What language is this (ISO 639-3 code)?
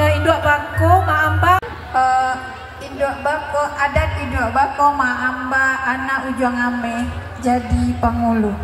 min